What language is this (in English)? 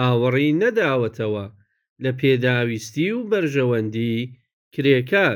Central Kurdish